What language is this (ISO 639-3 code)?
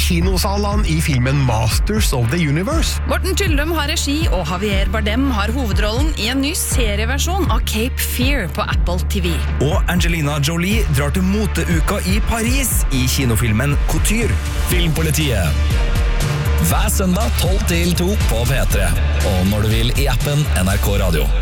nor